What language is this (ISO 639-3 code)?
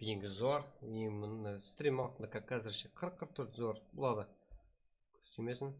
kaa